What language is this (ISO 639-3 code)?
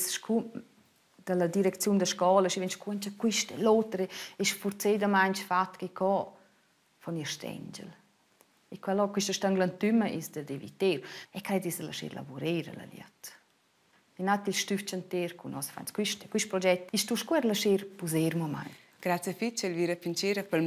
roh